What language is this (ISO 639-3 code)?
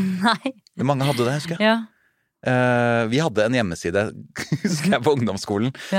nor